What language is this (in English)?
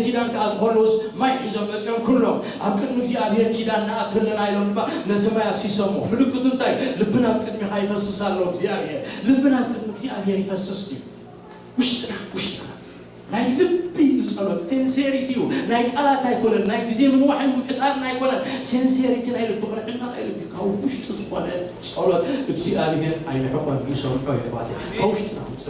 Tigrinya